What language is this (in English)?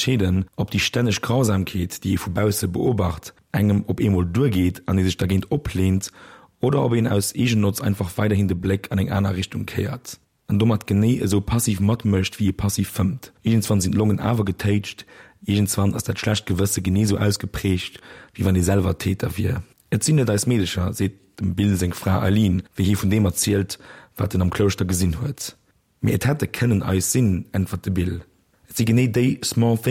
Luxembourgish